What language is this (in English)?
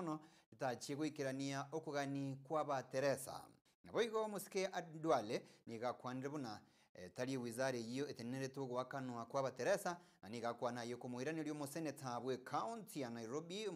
Gusii